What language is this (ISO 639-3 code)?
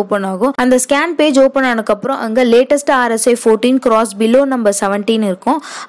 tam